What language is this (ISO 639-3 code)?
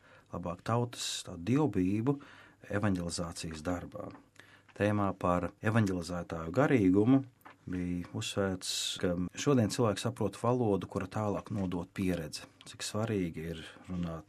lav